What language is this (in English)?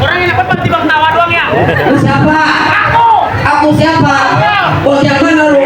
Betawi